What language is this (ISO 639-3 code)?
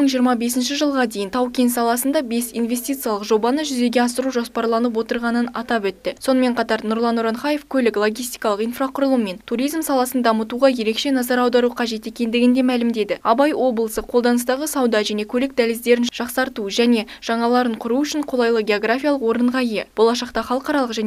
kaz